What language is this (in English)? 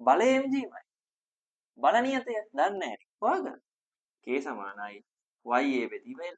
Sinhala